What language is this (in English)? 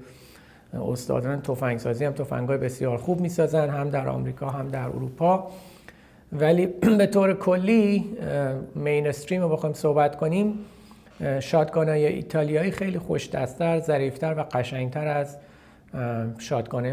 Persian